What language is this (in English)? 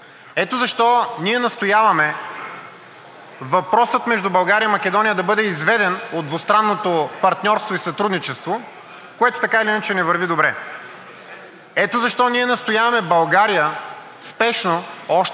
Bulgarian